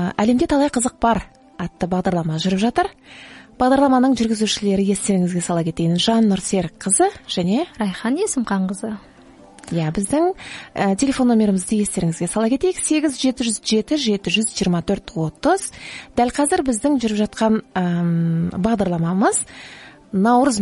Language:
Kazakh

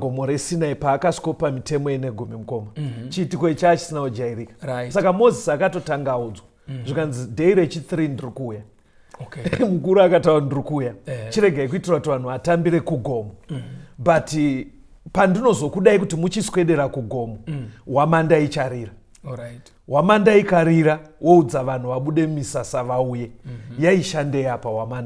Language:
Shona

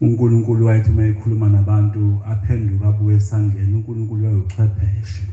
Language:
Zulu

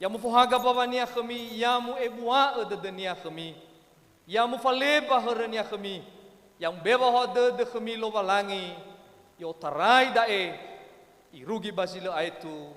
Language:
Nias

